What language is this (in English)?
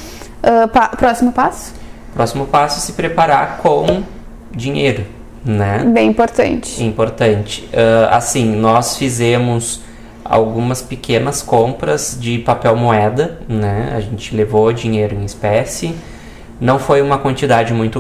Portuguese